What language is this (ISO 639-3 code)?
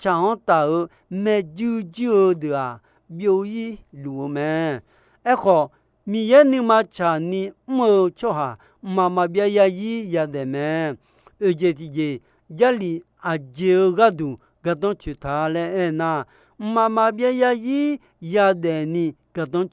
ahk